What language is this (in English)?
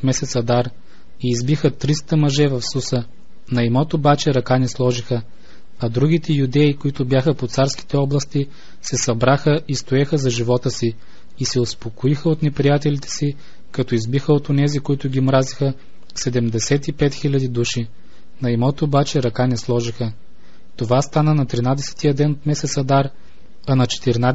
Bulgarian